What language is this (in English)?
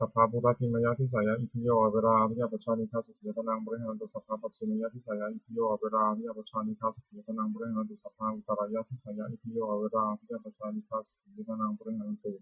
Pali